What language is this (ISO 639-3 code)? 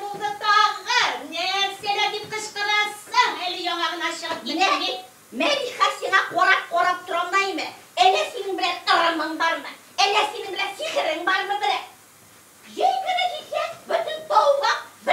tat